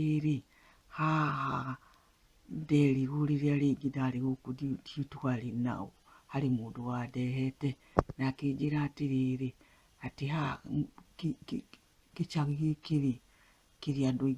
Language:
Kikuyu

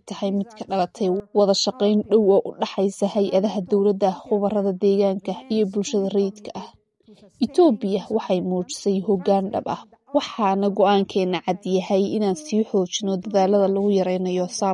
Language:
Somali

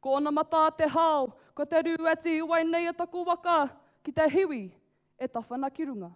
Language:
Māori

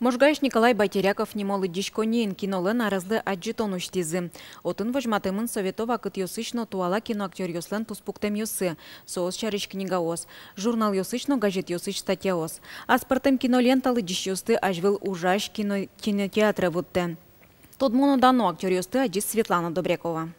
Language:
Udmurt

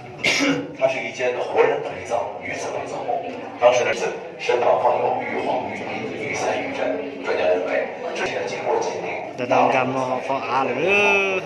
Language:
Hmong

